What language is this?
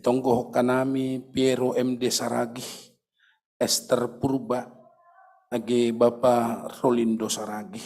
Batak Simalungun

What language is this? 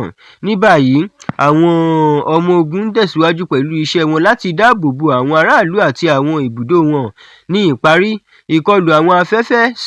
Yoruba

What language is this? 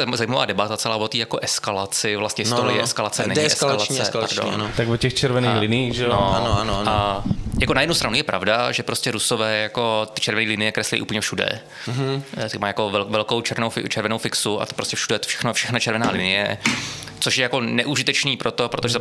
Czech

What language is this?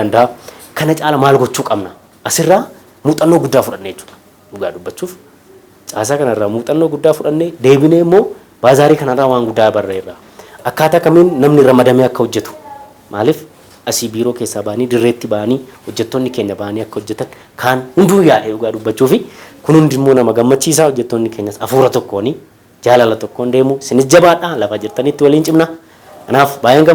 Oromo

